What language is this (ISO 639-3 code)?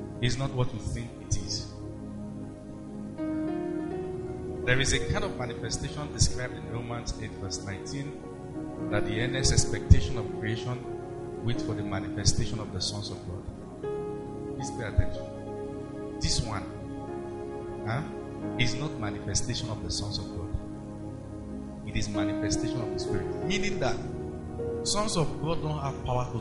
eng